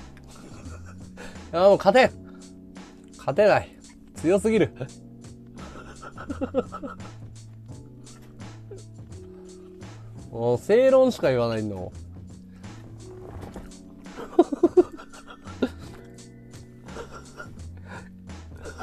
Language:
Japanese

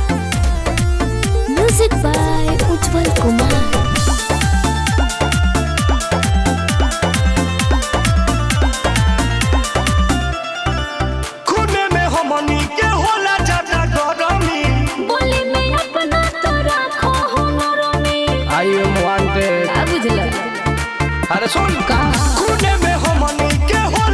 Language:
Bhojpuri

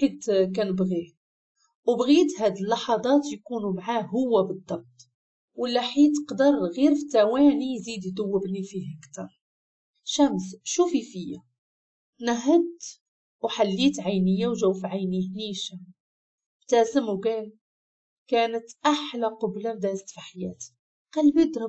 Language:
Moroccan Arabic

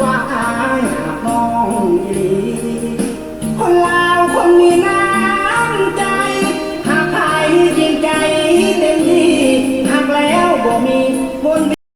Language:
Lao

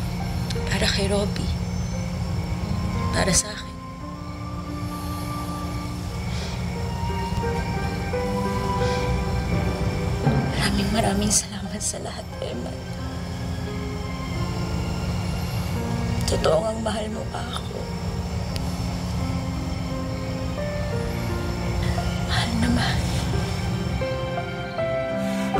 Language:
Filipino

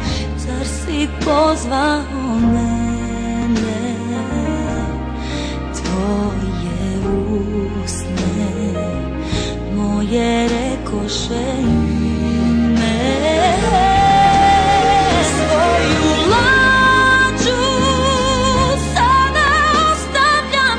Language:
Croatian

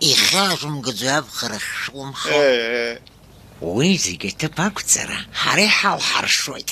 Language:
Abkhazian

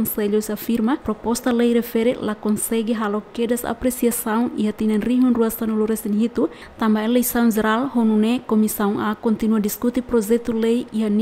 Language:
Tetum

